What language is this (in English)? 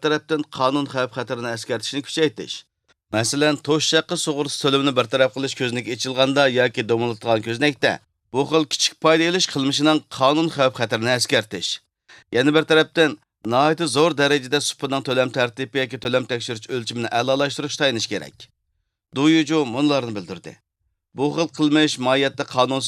Uyghur